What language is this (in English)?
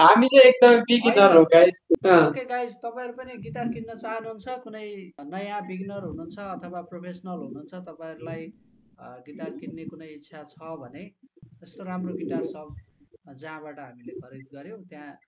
Nepali